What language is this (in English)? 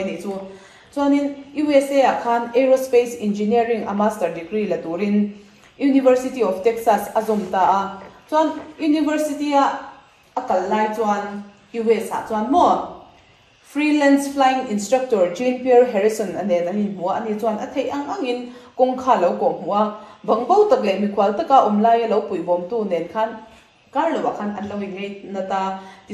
Mizo